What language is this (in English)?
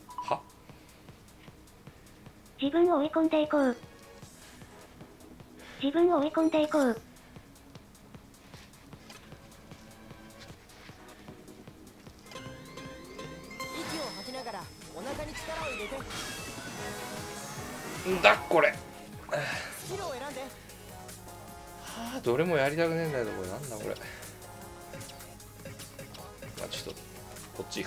Japanese